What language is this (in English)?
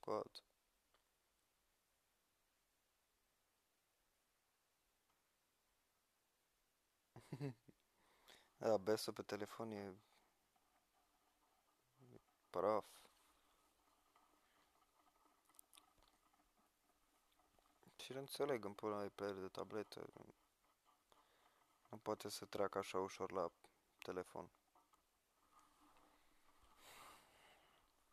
Romanian